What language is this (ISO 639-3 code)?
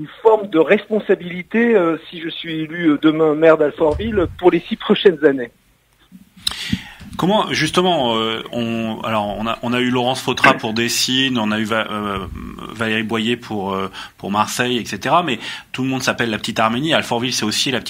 fra